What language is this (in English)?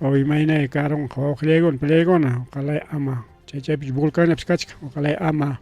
Ayacucho Quechua